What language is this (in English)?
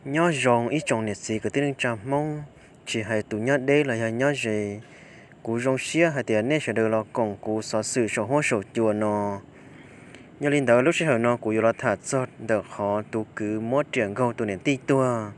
Hmong